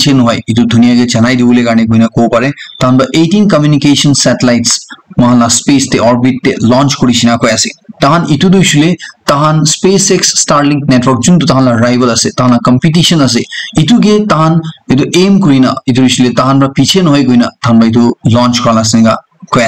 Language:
Naga Pidgin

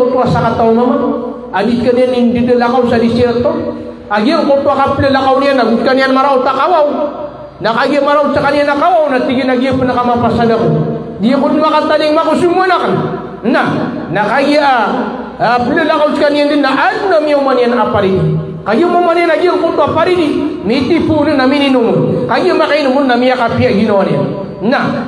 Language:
Maranao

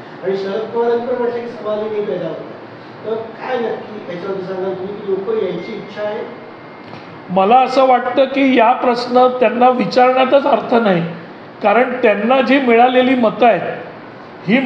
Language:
Marathi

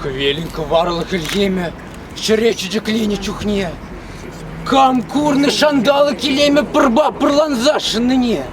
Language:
Chuvash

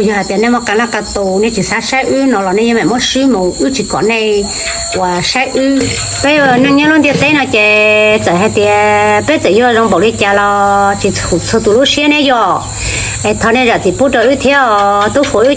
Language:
Hmong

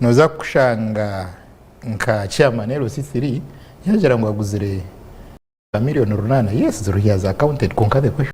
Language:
Nyankole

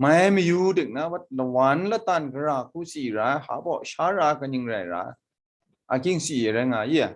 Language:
Kachin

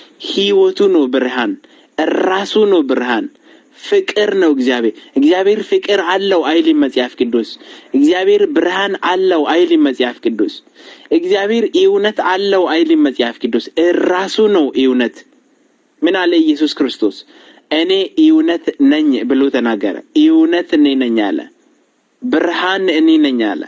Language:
Amharic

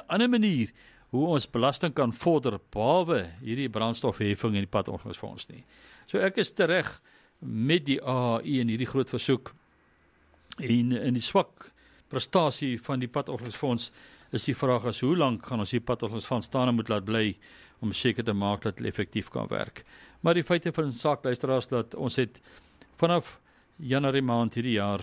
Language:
Afrikaans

